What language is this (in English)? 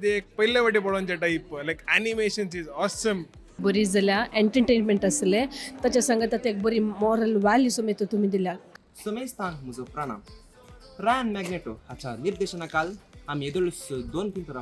Konkani